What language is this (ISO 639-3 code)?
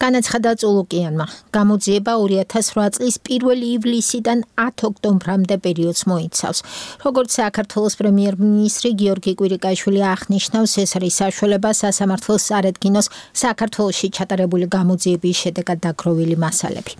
kat